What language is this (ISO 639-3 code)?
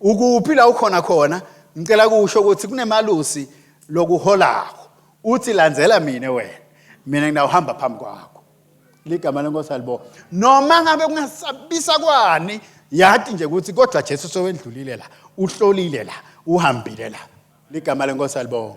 ssw